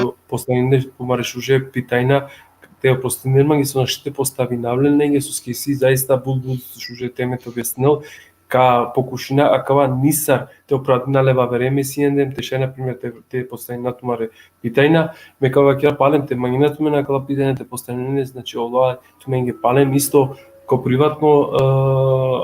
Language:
Balkan Romani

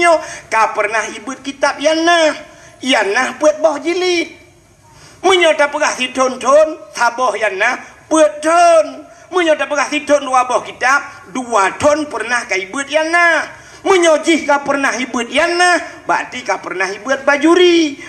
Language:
Achinese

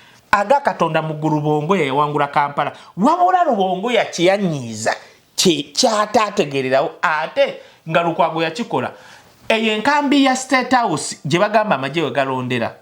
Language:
Ganda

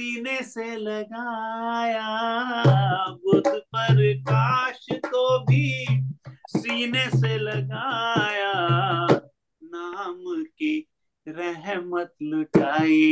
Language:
Hindi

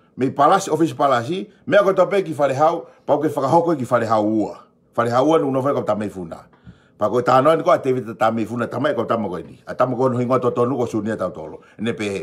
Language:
Tongan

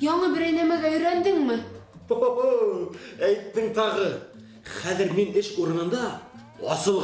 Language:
Bashkir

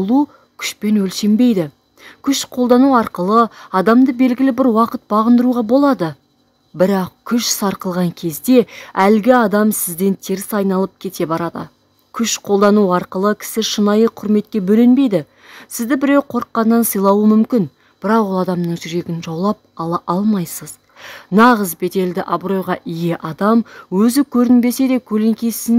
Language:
Kazakh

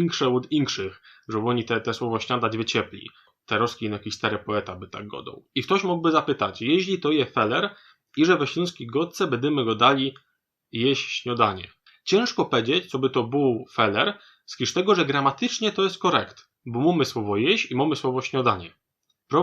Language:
Silesian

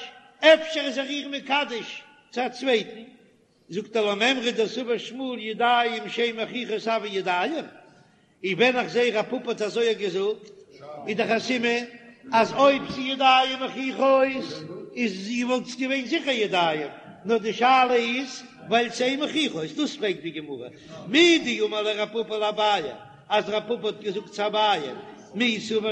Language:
Yiddish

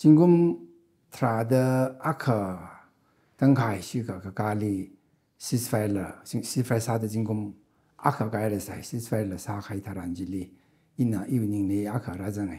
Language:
Tangkhul Naga (India)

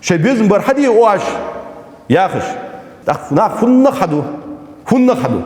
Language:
Ingush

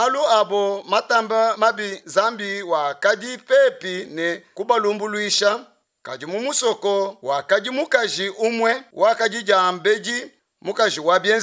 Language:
Luba-Lulua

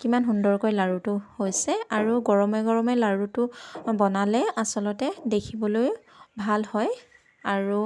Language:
Assamese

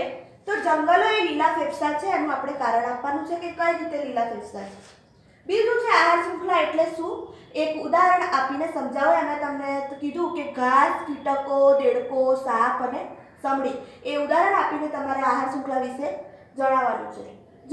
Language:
Gujarati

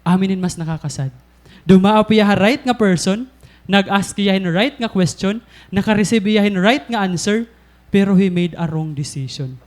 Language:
Waray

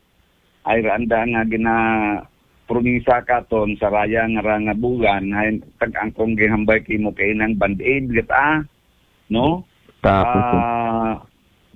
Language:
Aklanon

